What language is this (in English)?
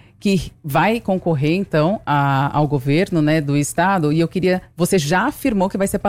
Portuguese